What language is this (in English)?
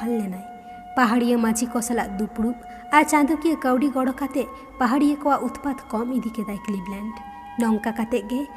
Santali